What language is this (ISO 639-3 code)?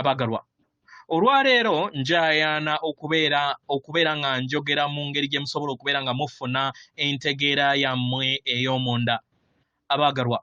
lug